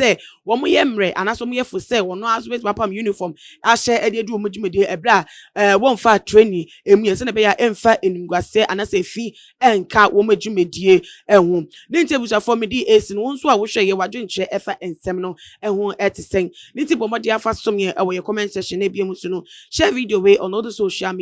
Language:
Akan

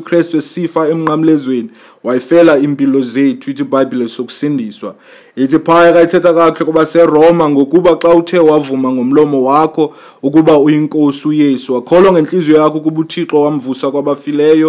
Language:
Xhosa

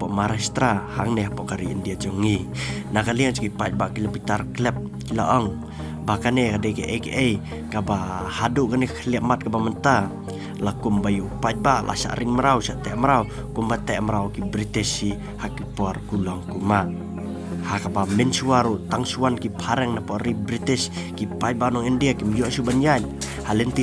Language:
Khasi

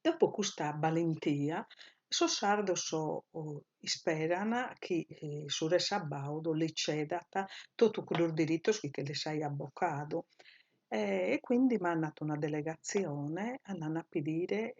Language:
Sardinian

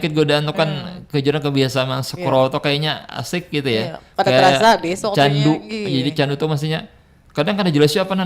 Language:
Banjar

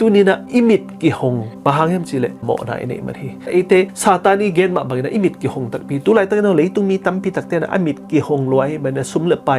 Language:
Tedim Chin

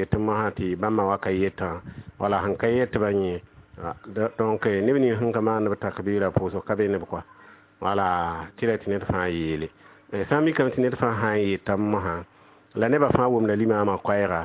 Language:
Mossi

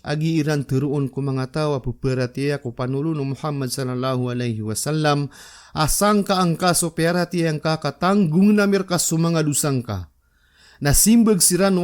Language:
Maranao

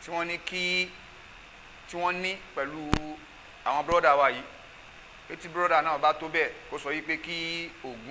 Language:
Yoruba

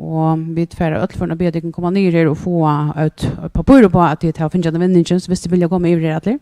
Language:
Faroese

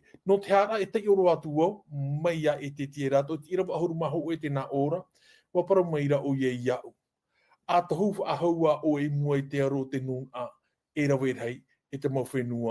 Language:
Tahitian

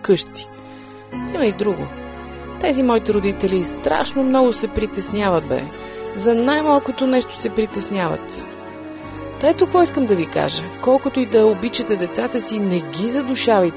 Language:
Bulgarian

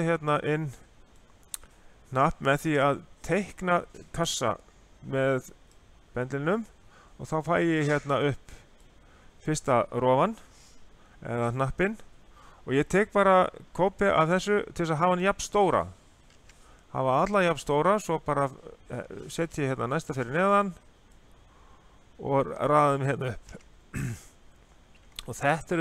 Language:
Icelandic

